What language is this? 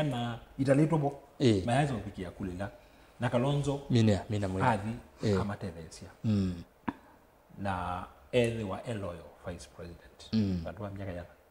Kamba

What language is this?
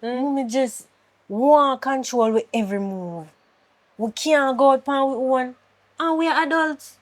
Jamaican Creole English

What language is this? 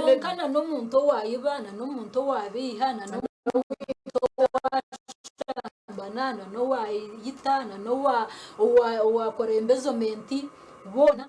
Nyankole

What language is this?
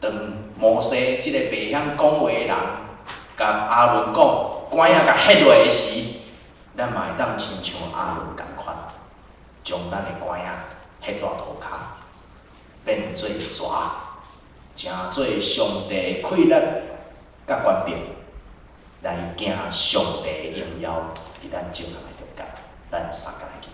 Min Nan Chinese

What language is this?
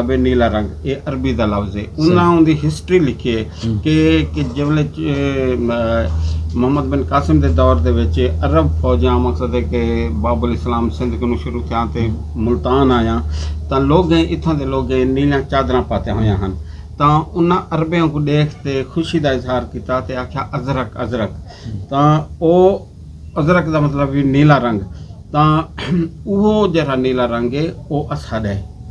Saraiki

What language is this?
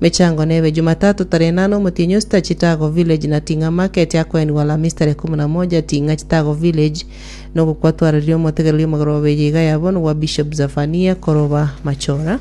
Gusii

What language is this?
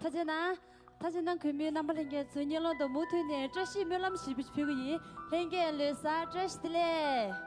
Tibetan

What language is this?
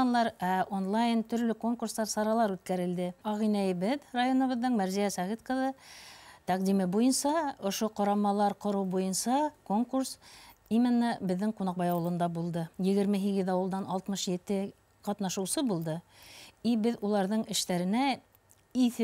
Bashkir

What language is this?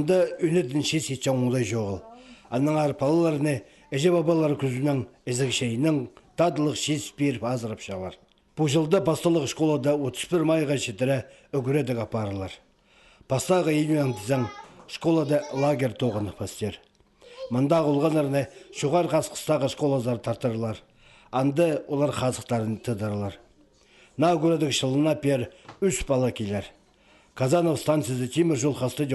Khakas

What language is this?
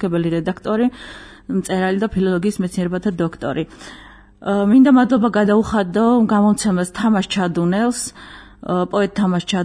Georgian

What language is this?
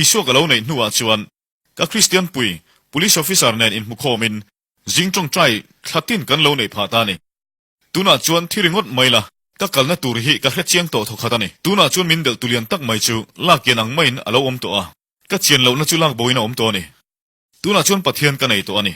Mizo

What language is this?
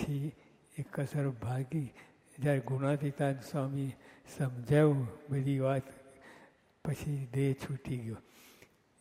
Gujarati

